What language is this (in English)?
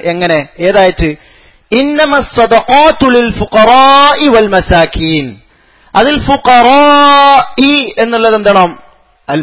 Malayalam